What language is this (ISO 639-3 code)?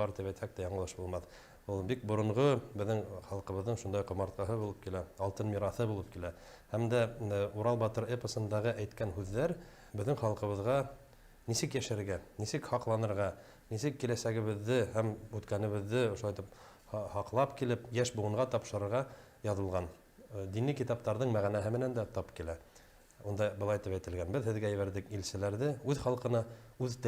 bak